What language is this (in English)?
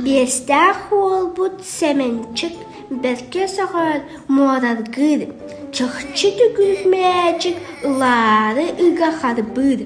Yakut